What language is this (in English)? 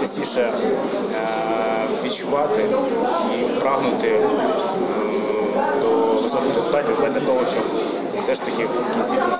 Ukrainian